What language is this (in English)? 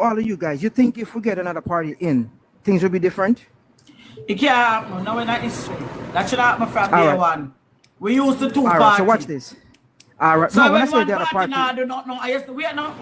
Jamaican Creole English